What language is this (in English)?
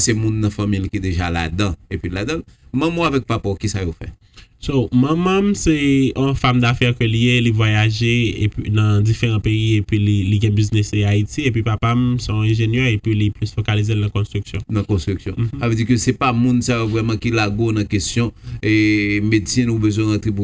Haitian Creole